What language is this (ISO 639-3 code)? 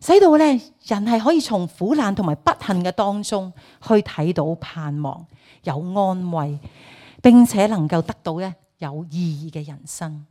yue